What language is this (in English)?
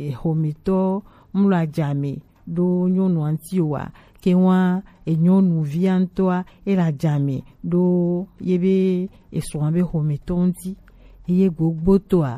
Gen